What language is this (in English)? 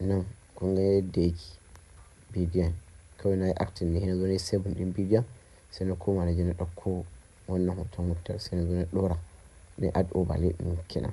Hausa